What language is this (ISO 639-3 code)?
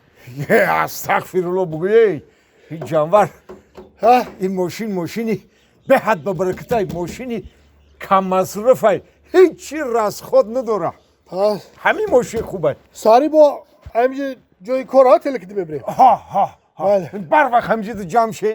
tgk